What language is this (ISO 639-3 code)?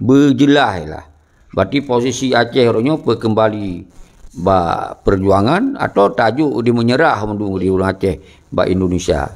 ace